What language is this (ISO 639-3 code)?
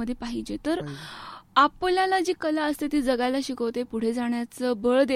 mar